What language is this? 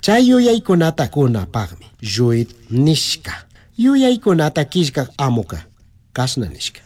Chimborazo Highland Quichua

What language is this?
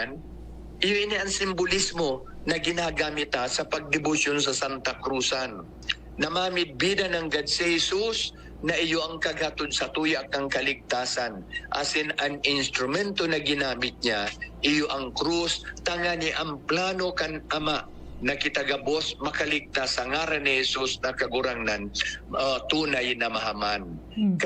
Bikol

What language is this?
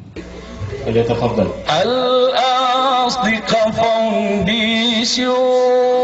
Maranao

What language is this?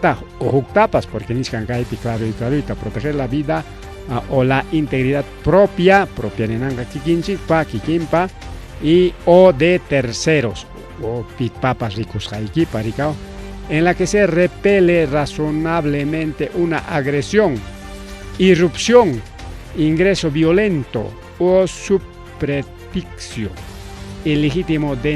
Ayacucho Quechua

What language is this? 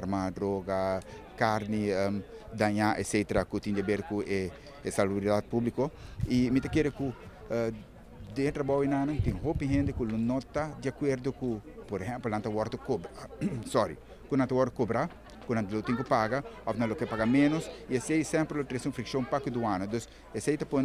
Papiamento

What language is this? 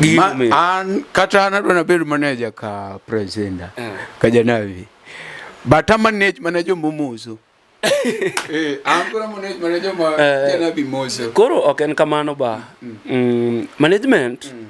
Luo (Kenya and Tanzania)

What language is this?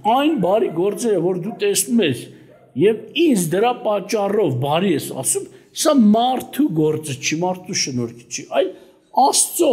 Armenian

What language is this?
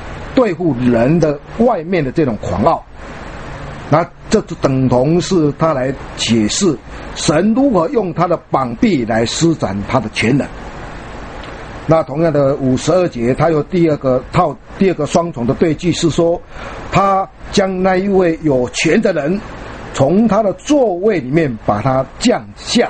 Chinese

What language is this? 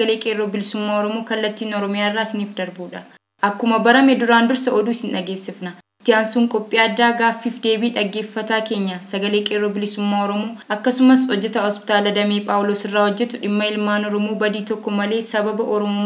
Oromo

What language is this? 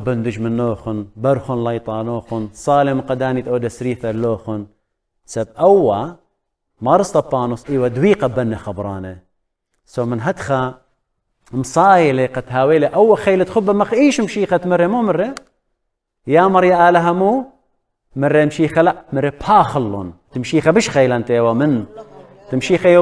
Assyrian Neo-Aramaic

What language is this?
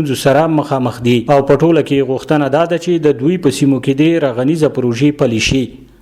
Pashto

